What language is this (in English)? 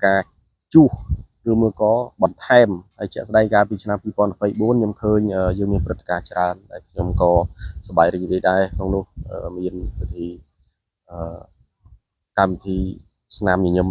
Khmer